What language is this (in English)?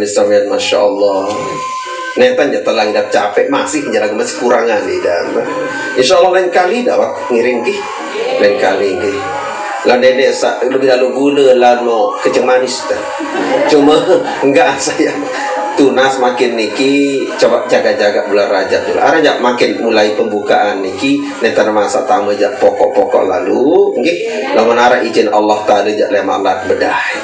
Sasak